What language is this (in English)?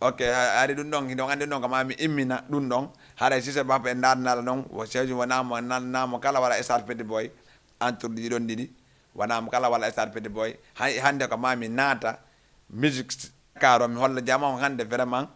Fula